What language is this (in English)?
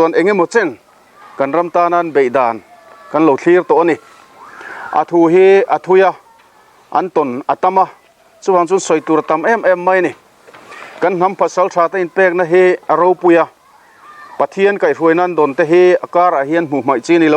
Mizo